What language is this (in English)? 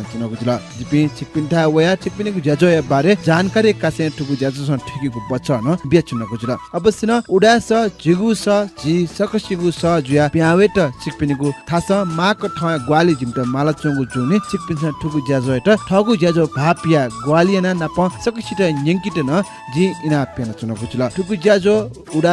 Newari